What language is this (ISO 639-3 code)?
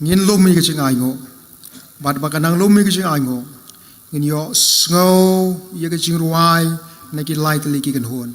kha